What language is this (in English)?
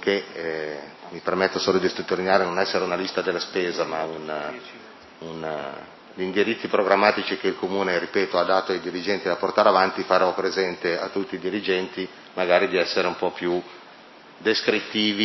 Italian